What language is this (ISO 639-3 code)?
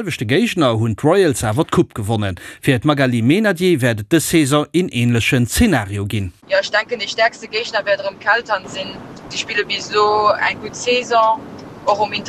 ltz